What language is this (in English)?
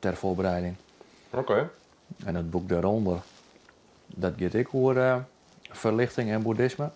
Western Frisian